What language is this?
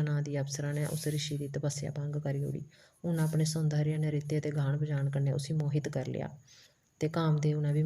Dogri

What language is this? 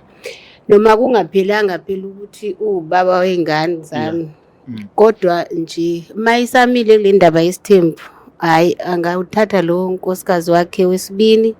Zulu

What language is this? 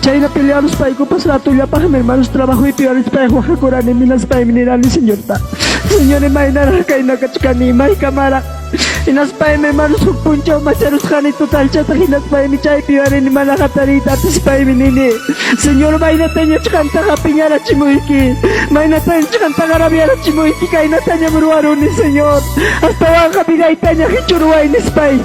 Ayacucho Quechua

